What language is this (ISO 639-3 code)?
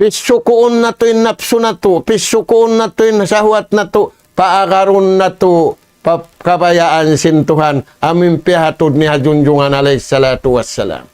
tsg